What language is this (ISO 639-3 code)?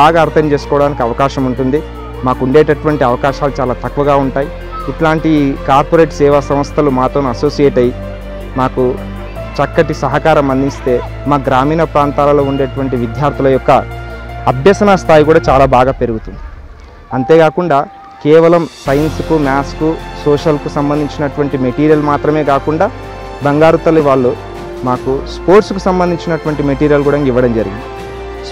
tel